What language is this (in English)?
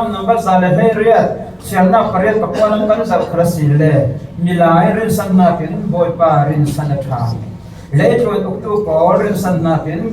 Falam Chin